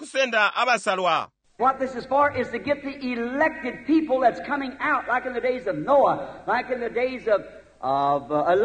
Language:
Bemba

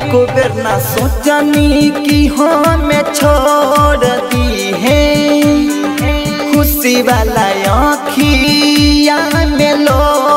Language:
Bhojpuri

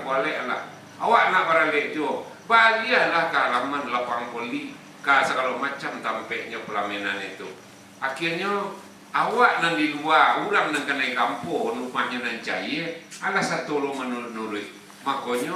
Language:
Minangkabau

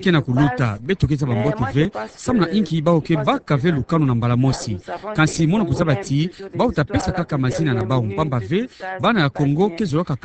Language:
Kituba (Democratic Republic of Congo)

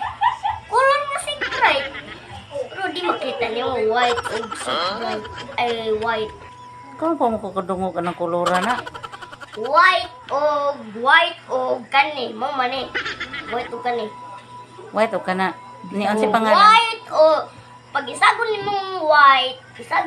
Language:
Cebuano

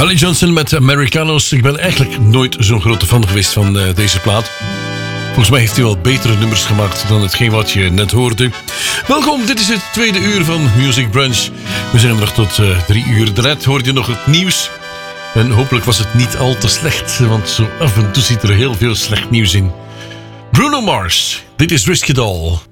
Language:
Dutch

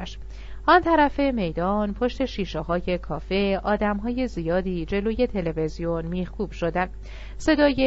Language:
Persian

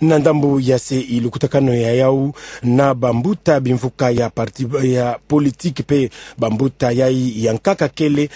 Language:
Kituba (Democratic Republic of Congo)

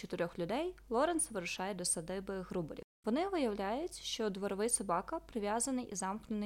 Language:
Ukrainian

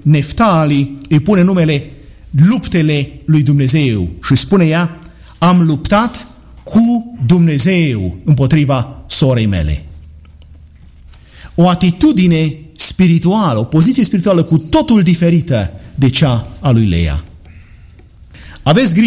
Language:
Romanian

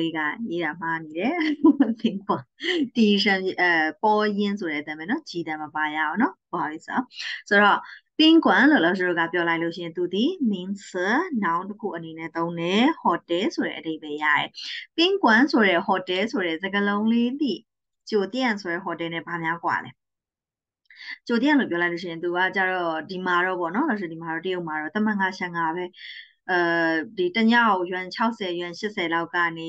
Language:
Burmese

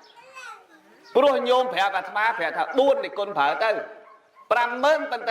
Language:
Khmer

